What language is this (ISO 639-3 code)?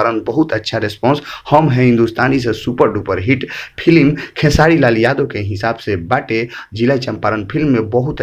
bho